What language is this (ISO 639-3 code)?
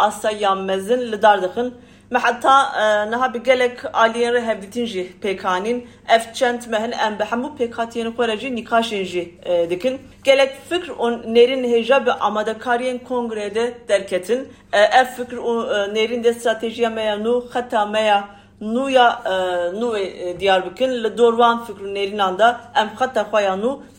kur